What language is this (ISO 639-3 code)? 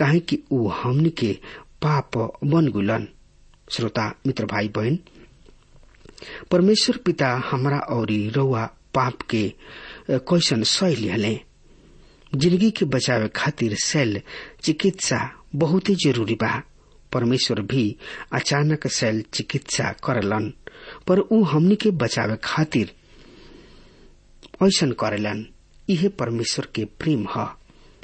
bho